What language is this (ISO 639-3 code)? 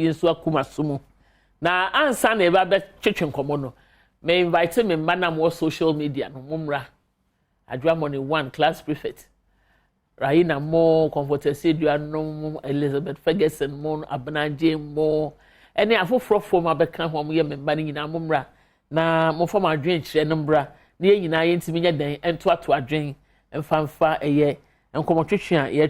aka